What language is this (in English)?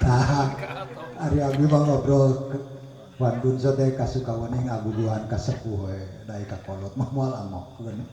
Sundanese